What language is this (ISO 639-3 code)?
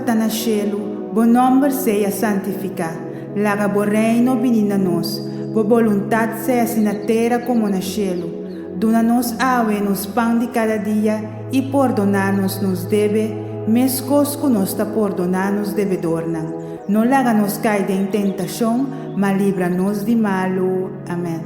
pap